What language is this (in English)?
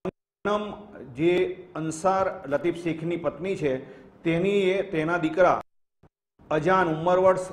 Gujarati